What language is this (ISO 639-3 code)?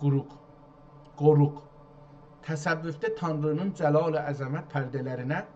azb